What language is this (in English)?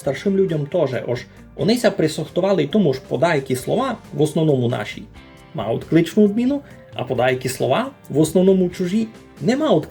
Rusyn